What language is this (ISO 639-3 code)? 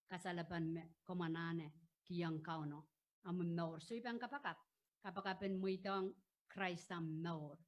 pon